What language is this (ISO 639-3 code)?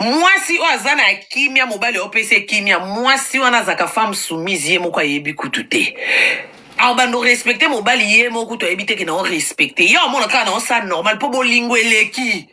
lin